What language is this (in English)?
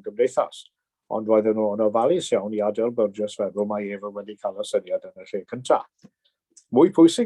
Welsh